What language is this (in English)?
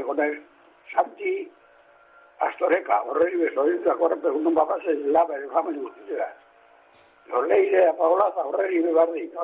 Basque